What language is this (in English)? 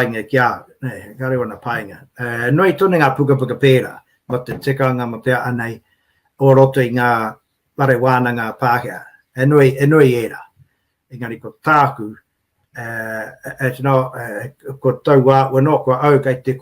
Māori